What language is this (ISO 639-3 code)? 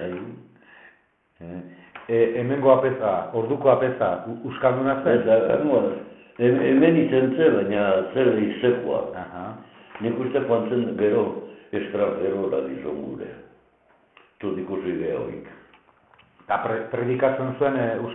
eus